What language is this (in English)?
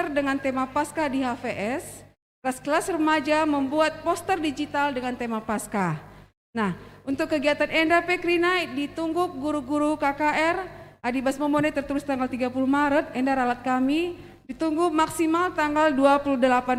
Batak Karo